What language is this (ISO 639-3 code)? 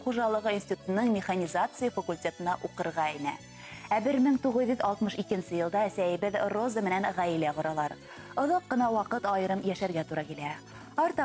bak